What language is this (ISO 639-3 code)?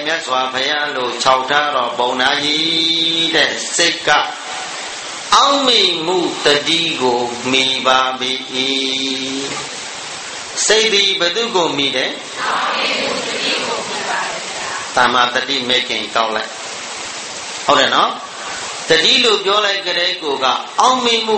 mya